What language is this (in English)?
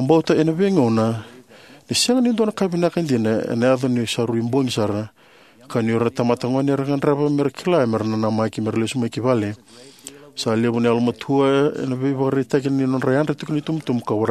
Fijian